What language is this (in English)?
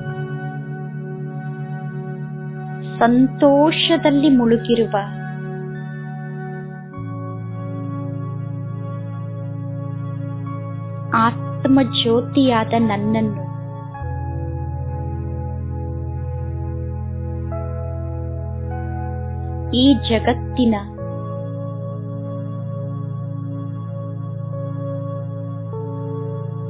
Kannada